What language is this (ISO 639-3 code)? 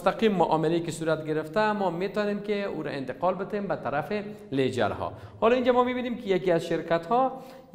fas